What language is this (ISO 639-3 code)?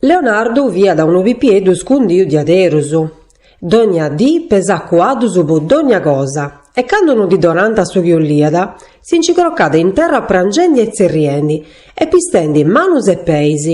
srd